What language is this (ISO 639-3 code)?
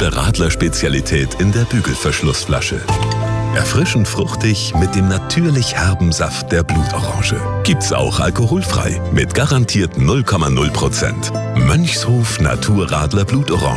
deu